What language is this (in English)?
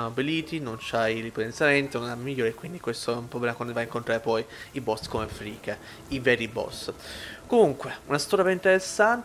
Italian